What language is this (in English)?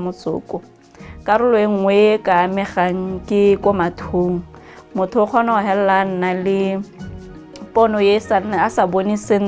Tswana